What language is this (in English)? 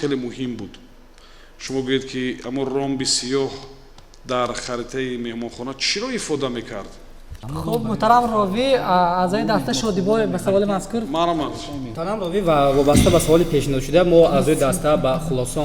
Tajik